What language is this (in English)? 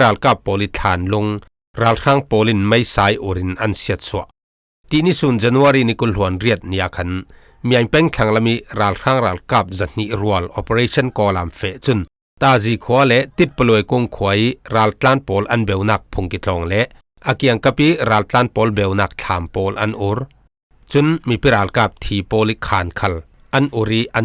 Falam Chin